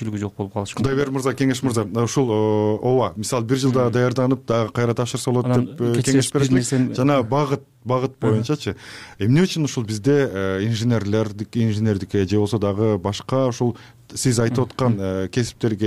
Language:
Kyrgyz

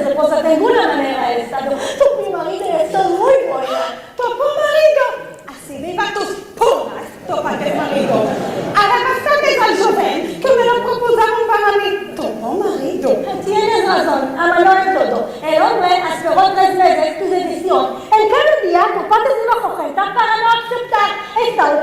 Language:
Ladino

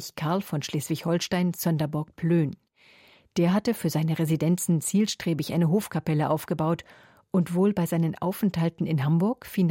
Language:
German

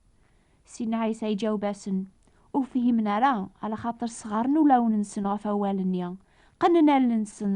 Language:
Kabyle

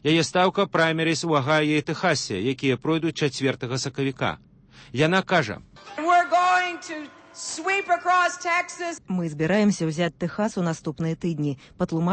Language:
Belarusian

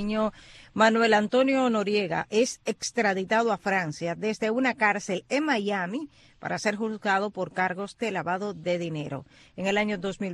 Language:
Spanish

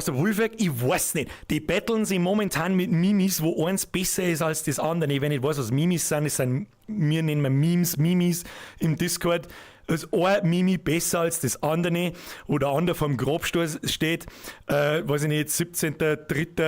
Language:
Bavarian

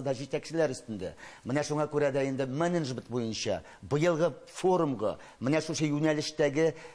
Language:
Tatar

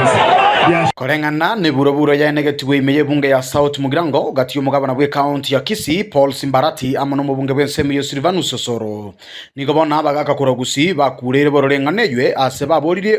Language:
Gusii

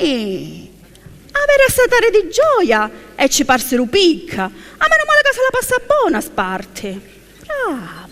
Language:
Sicilian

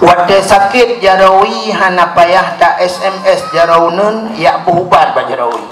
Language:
Achinese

